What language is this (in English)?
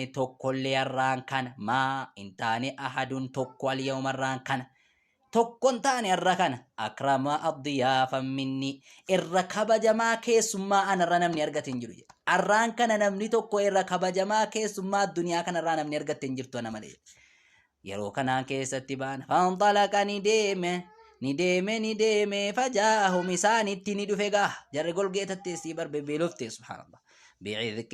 Oromo